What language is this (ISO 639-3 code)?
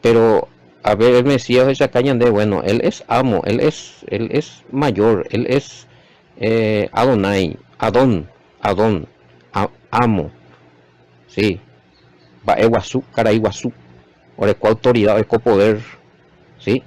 grn